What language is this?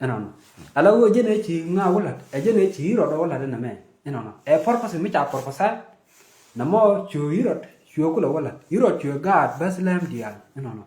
Nuer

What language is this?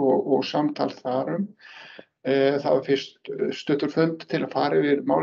Icelandic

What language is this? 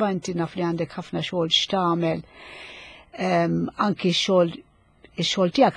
Maltese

